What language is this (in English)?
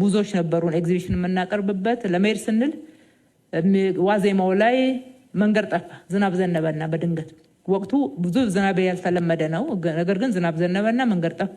Amharic